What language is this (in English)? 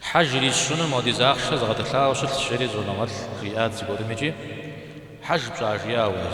Kabardian